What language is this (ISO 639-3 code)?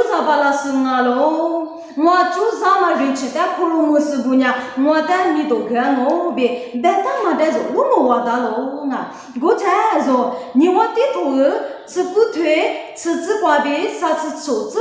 lis